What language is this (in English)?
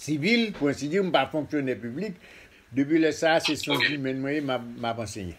Haitian Creole